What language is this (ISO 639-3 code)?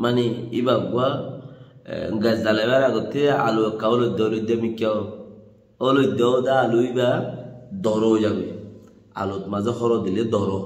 rhg